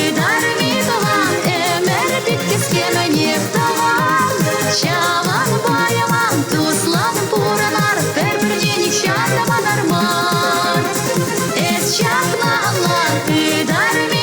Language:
Chuvash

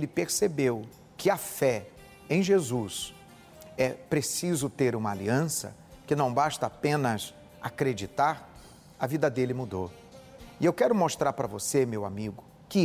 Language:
Portuguese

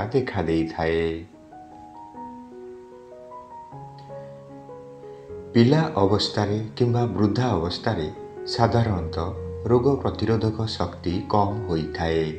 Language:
Odia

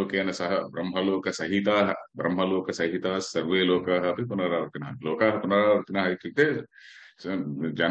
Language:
Sanskrit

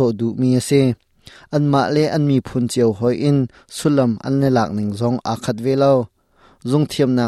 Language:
Hakha Chin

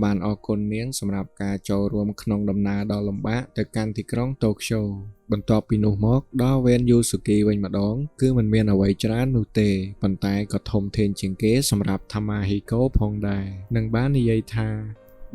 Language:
Khmer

